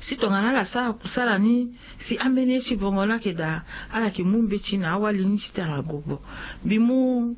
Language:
Sango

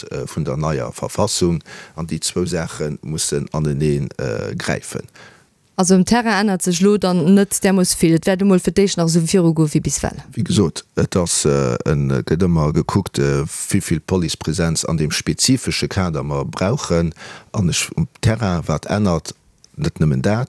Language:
Luxembourgish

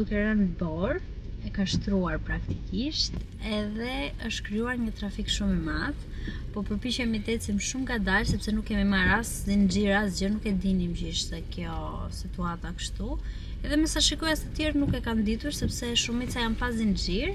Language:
Albanian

